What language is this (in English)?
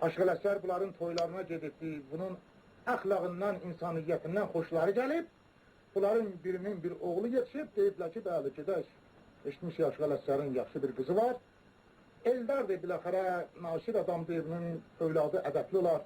South Azerbaijani